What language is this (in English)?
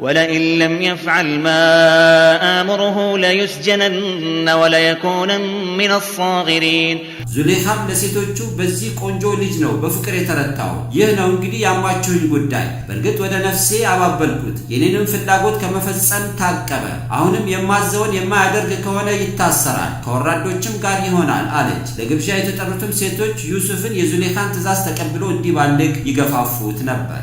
Amharic